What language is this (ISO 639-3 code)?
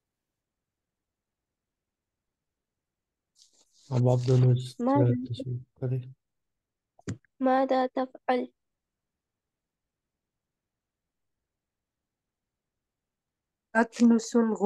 urd